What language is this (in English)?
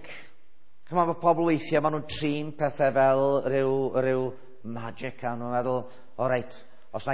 Welsh